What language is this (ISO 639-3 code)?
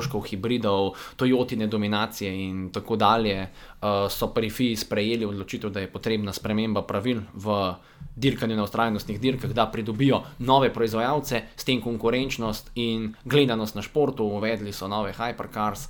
slv